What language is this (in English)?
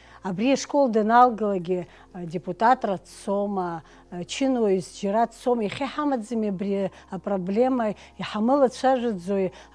Abkhazian